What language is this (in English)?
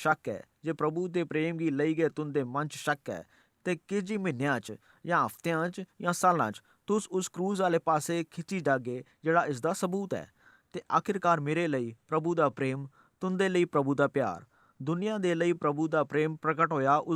Dogri